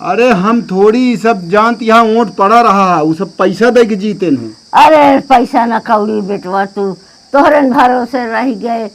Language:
Awadhi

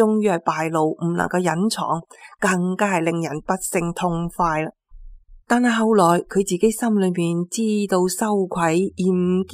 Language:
Cantonese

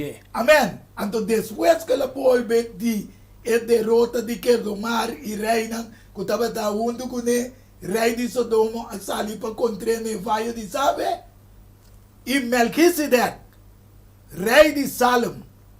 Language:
Papiamento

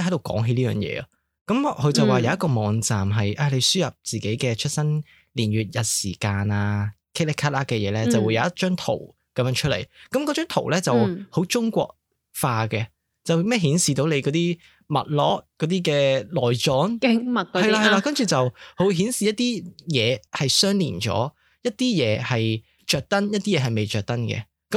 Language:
Cantonese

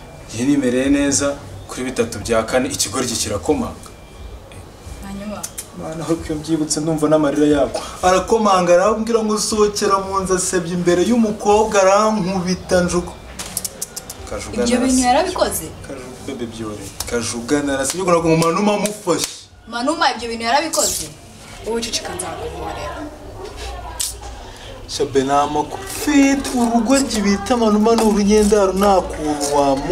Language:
Kinyarwanda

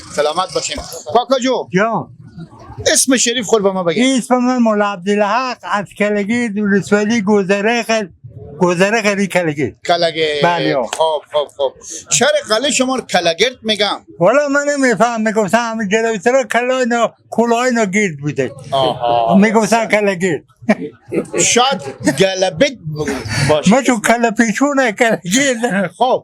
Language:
Persian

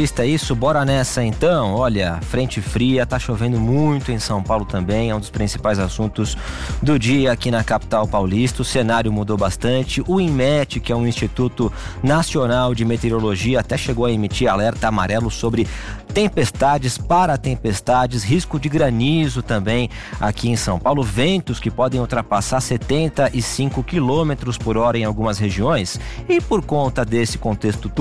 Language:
Portuguese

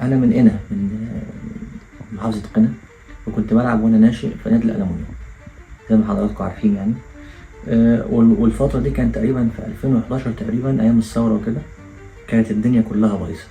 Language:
Egyptian Arabic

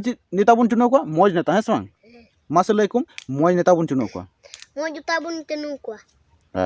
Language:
Santali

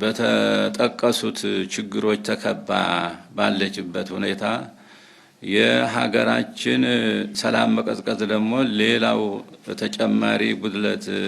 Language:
Amharic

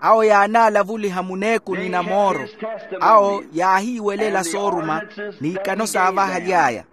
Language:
Makhuwa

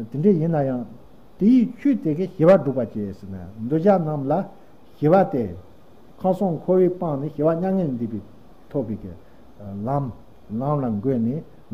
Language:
Tibetan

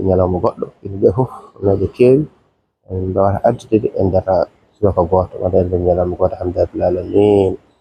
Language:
Fula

